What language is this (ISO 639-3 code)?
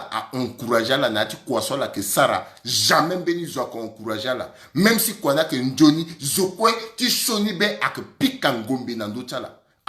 sag